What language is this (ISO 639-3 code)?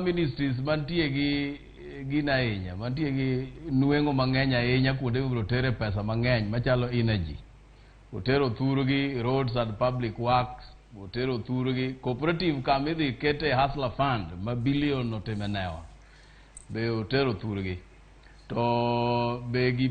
luo